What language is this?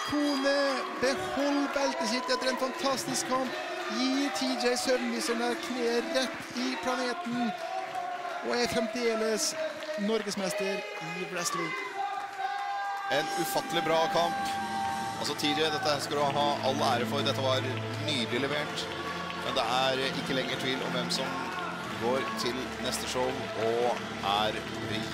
Norwegian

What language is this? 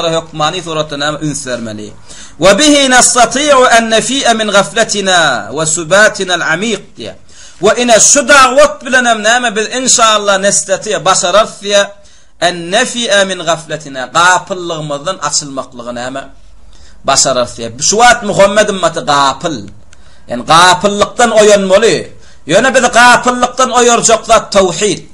Turkmen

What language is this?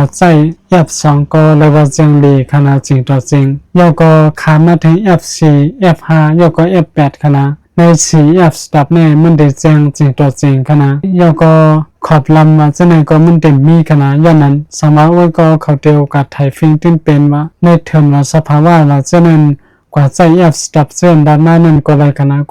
Shan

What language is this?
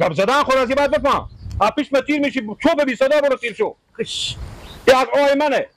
Persian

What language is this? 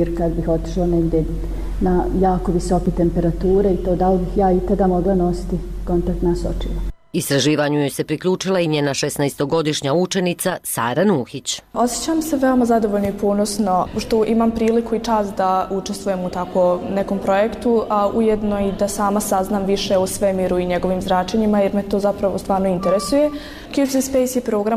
Bosnian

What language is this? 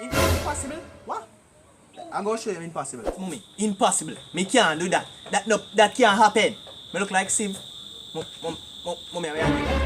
Jamaican Creole English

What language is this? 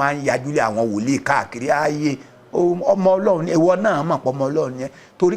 Yoruba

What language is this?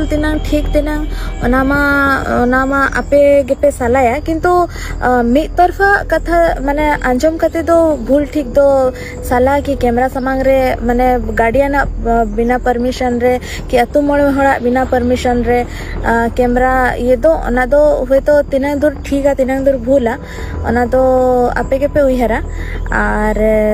Santali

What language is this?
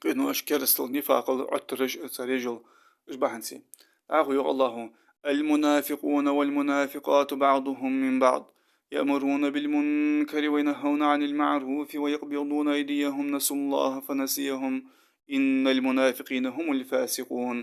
Ingush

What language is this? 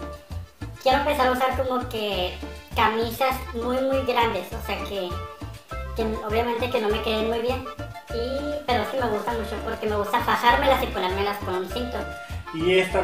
Spanish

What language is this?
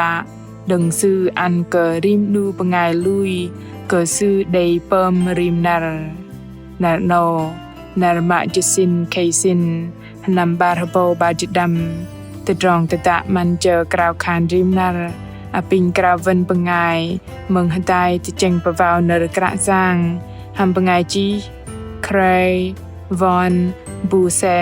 Bahnar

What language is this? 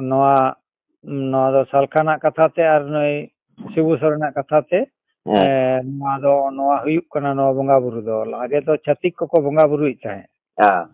Santali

